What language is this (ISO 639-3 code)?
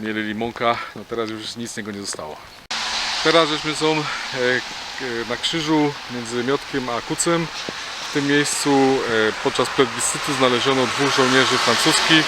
szl